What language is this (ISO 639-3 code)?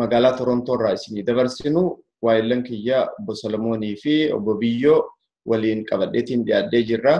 orm